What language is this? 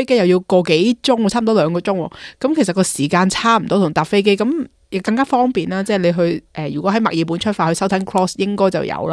Cantonese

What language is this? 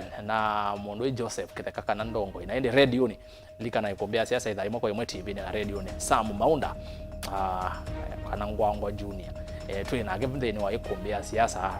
Kamba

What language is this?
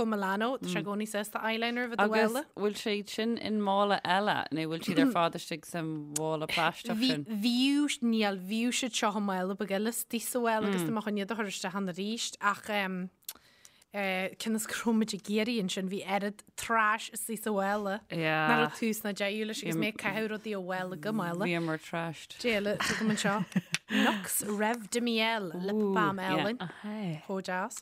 Irish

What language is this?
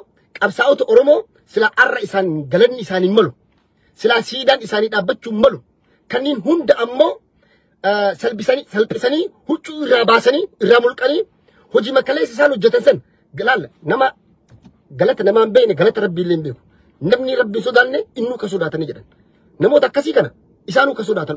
Oromo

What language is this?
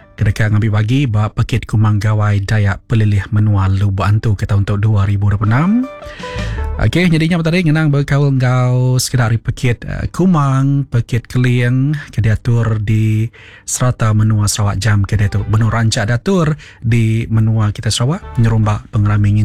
Iban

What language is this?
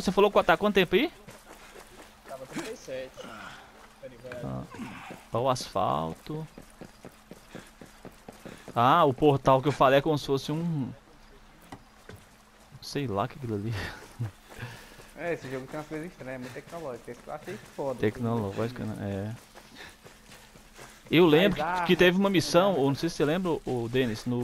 Portuguese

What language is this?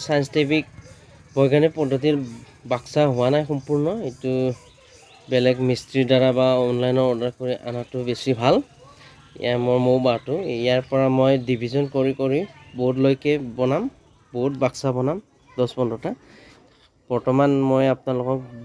Assamese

